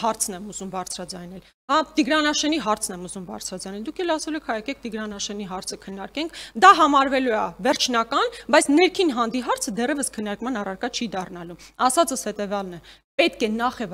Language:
Armenian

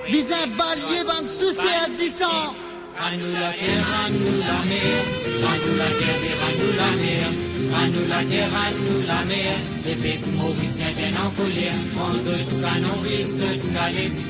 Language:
Morisyen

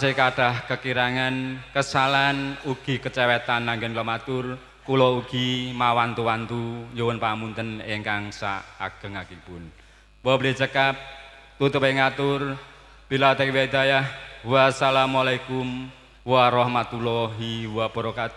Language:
Javanese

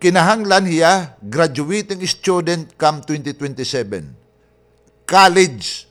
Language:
Waray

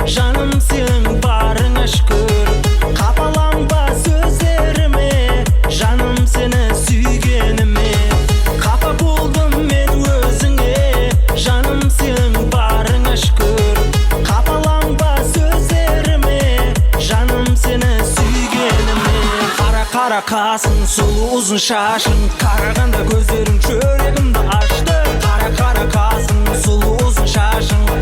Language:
Kara-Kalpak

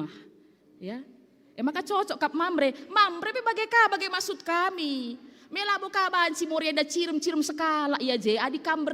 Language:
Batak Karo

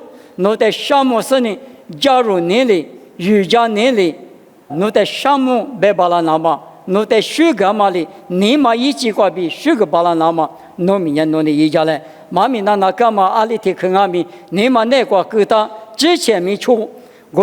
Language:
Lisu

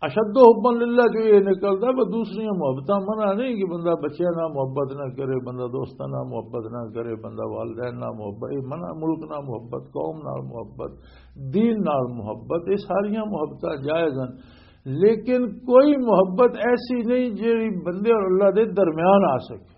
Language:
Western Panjabi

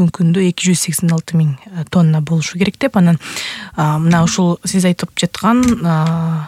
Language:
Kyrgyz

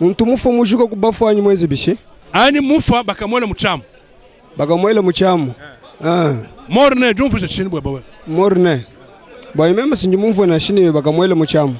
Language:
Luba-Lulua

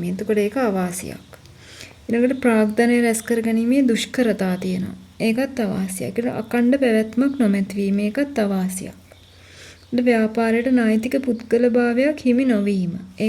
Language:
Sinhala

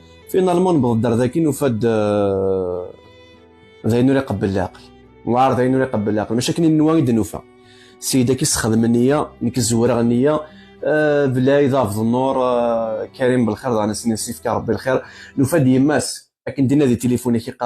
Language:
Kabyle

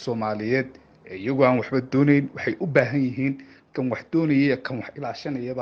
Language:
Somali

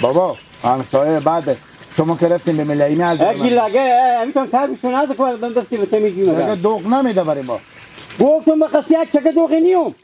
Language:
Persian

